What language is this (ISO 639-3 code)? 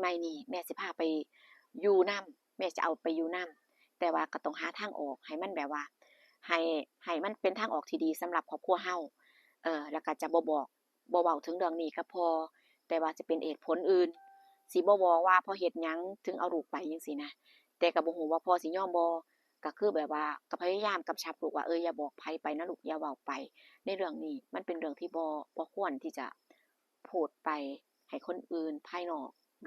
lao